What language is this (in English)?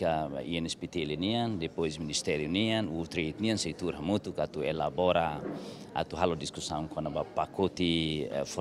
Tetum